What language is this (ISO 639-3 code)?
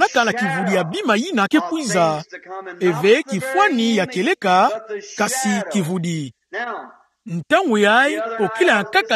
ktu